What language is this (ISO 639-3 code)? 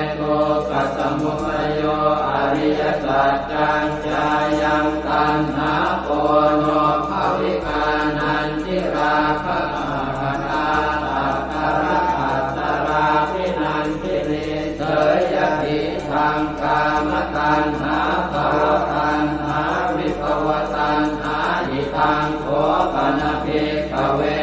pli